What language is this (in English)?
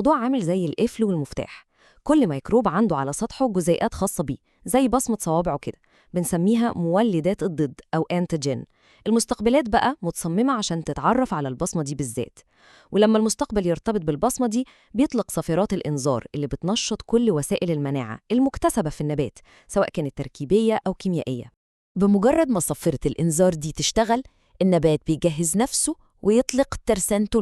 Egyptian Arabic